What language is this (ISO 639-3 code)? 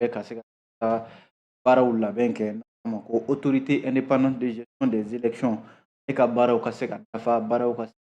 bam